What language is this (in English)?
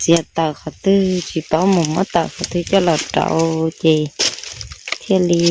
Hmong